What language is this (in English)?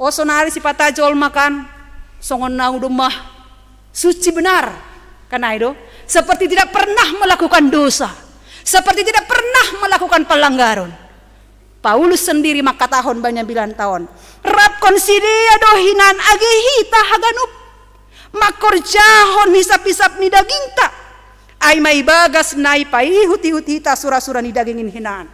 Batak Simalungun